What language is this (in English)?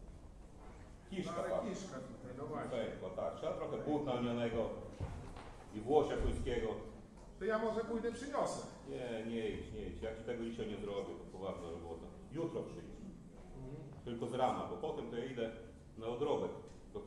Polish